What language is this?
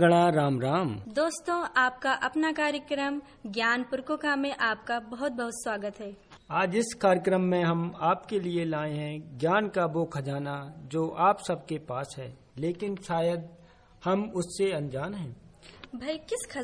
Hindi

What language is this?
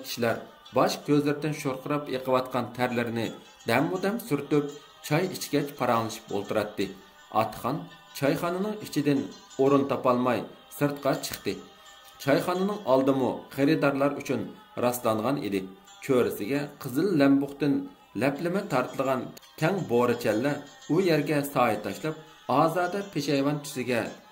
Uyghur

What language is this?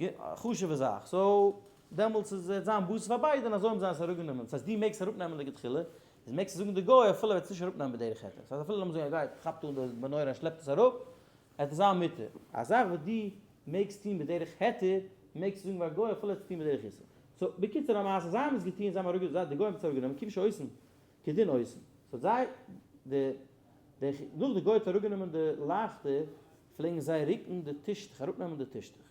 Yiddish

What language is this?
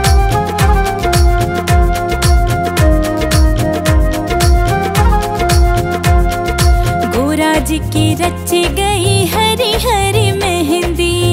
Haryanvi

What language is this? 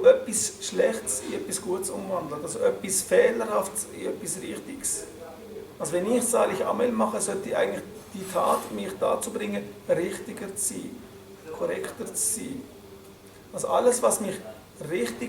Swiss German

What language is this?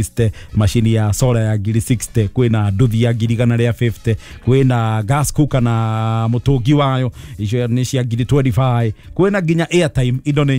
Kikuyu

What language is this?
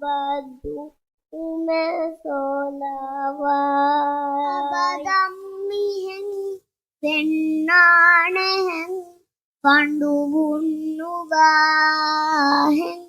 Divehi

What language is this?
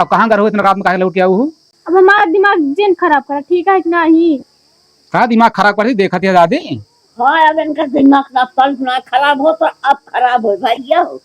Awadhi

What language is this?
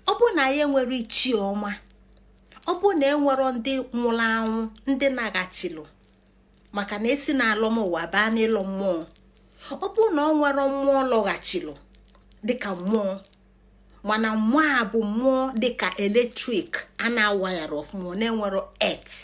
Igbo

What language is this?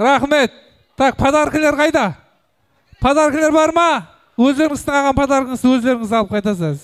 Kara-Kalpak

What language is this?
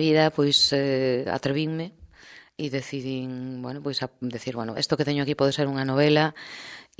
Galician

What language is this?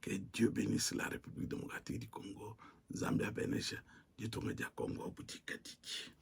Luba-Lulua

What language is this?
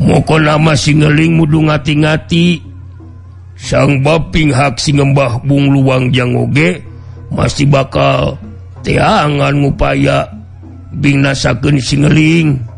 Sundanese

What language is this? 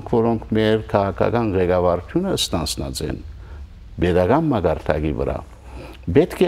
Western Armenian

